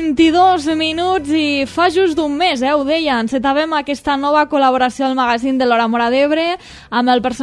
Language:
Catalan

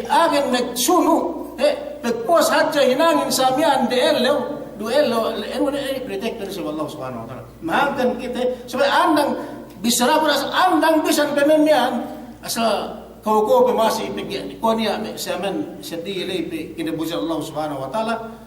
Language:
Yakan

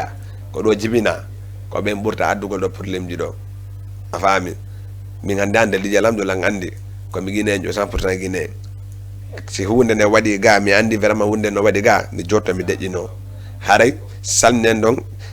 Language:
Fula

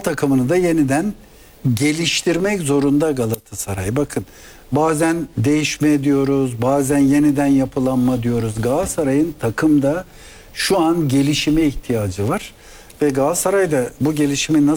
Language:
Turkish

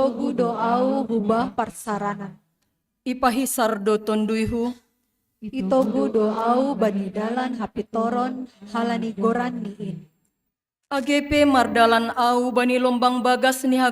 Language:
Batak Simalungun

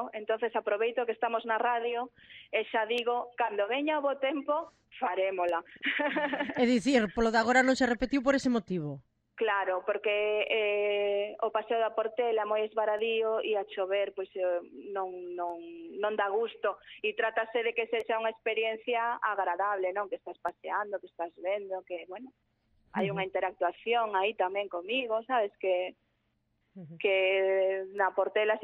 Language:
Galician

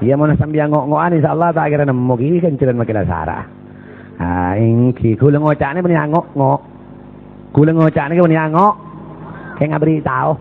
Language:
Madurese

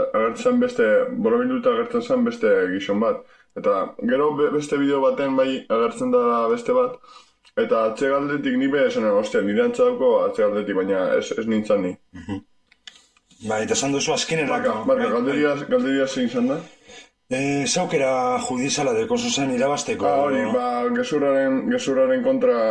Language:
Basque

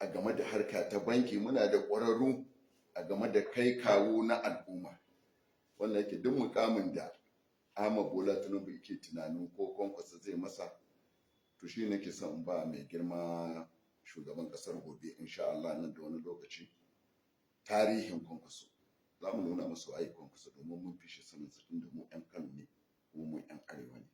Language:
Hausa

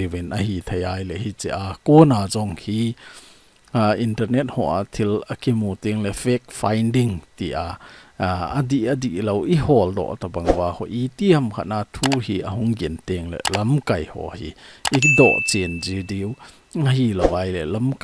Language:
Thado Chin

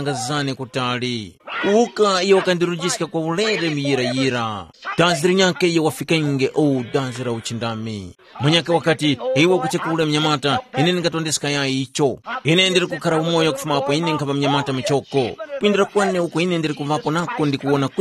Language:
Tumbuka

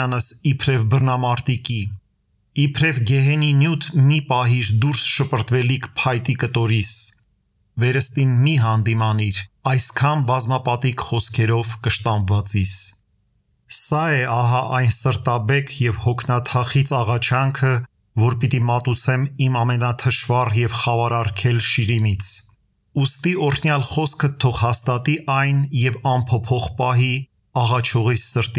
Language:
Armenian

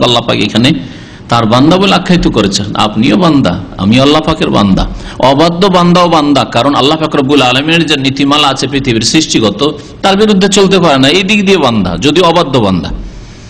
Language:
Bangla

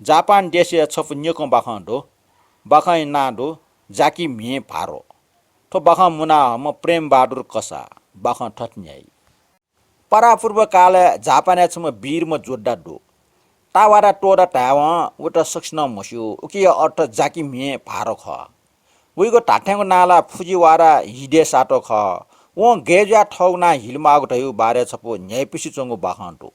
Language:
Newari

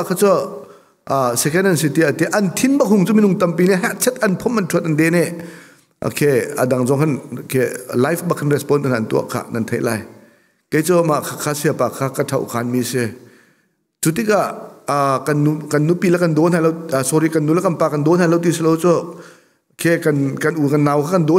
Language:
Hakha Chin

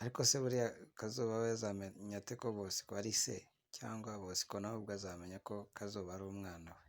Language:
Kinyarwanda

